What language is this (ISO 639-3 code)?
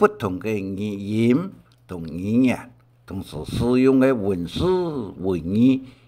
hak